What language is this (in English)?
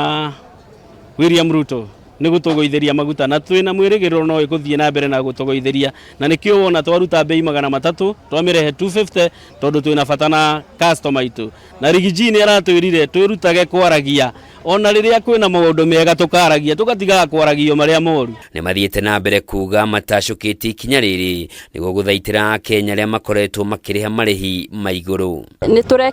Kikuyu